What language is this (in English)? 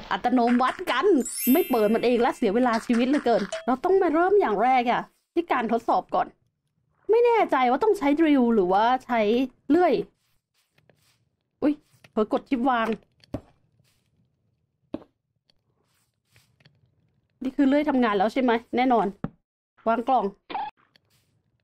Thai